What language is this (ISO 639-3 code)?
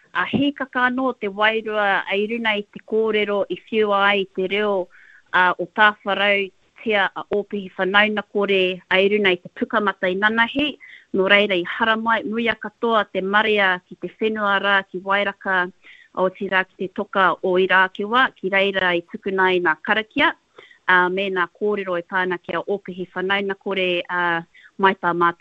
mri